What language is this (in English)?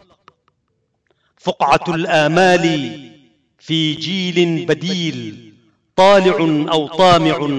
Arabic